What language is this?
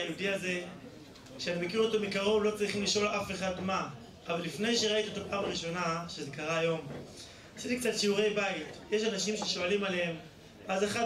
Hebrew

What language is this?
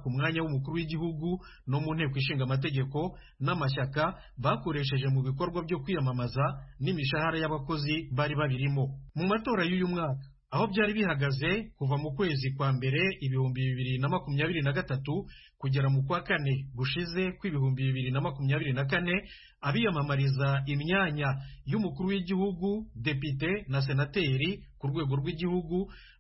Kinyarwanda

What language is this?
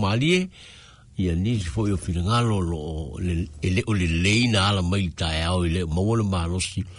Samoan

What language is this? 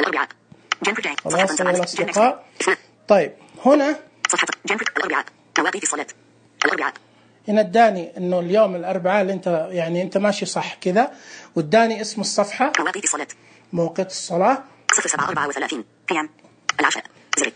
Najdi Arabic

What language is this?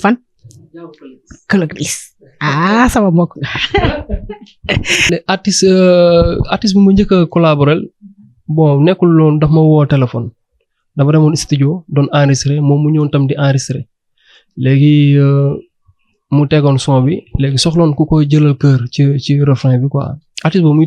Wolof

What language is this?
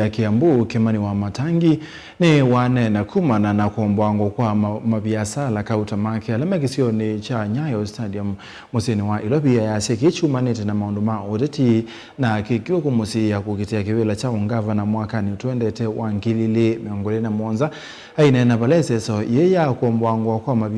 Kamba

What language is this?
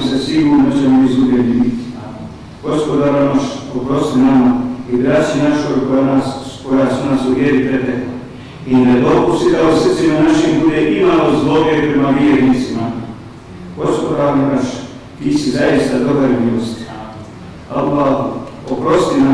Bosnian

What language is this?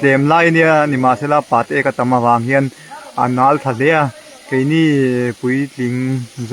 Mizo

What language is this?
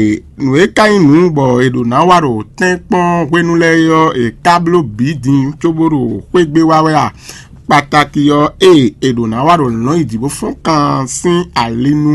Fon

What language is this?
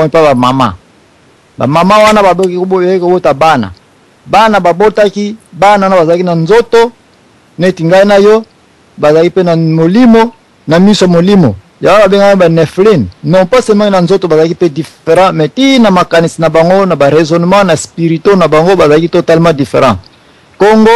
Lingala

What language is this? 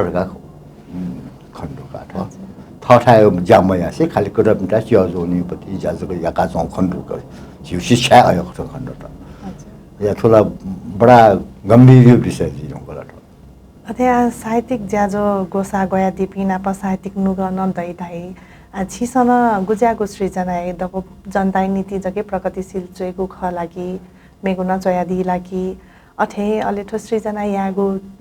Newari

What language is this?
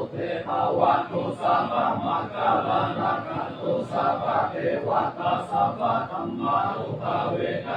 Pali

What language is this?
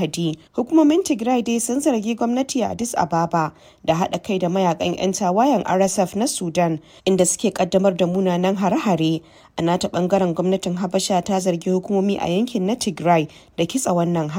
Hausa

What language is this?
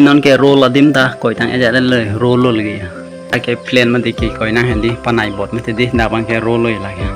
Karbi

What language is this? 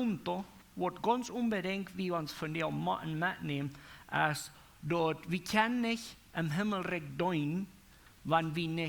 Plautdietsch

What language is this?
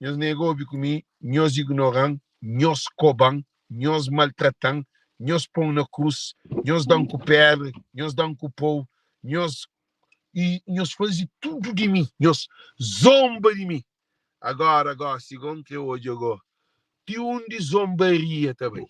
Kabuverdianu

